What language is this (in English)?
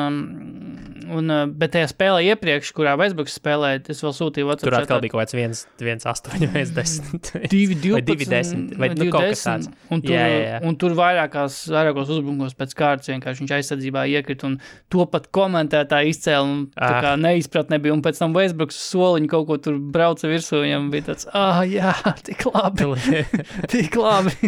Latvian